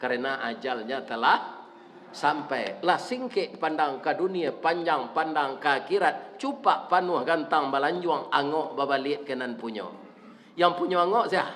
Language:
Minangkabau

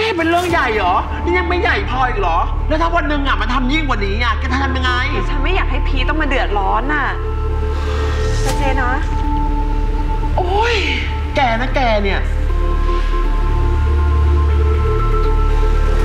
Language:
Thai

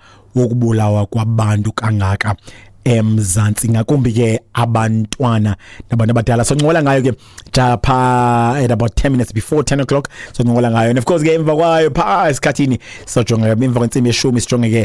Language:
Xhosa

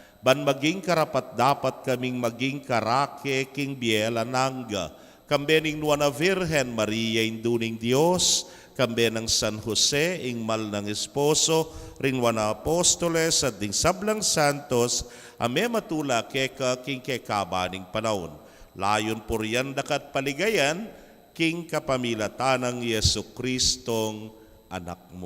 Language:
Pampanga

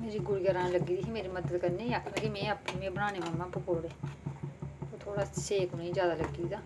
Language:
Dogri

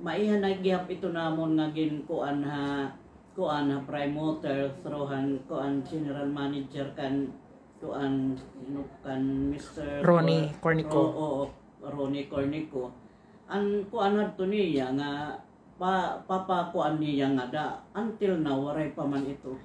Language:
Waray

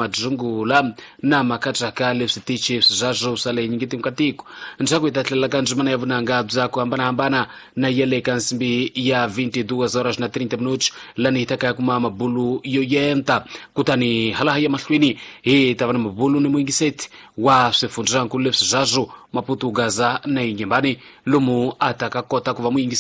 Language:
Tsonga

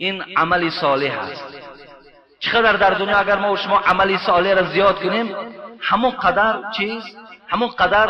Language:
Tajik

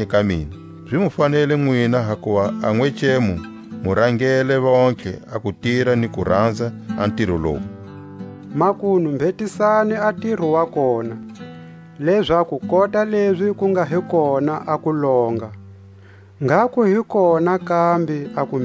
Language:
Tswa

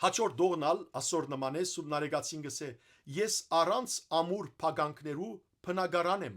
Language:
Western Armenian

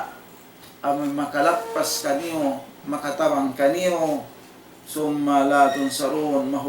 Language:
Tausug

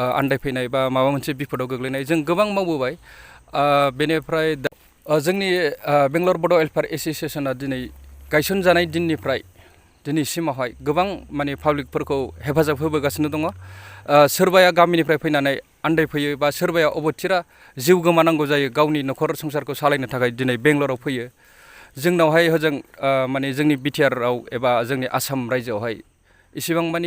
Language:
Bodo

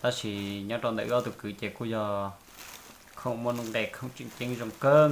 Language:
Hmong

